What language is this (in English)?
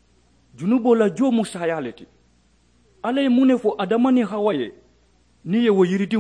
Mandingo